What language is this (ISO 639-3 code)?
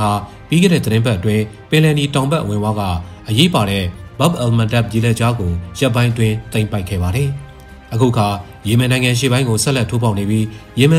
mya